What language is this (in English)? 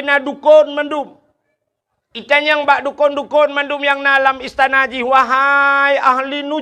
Achinese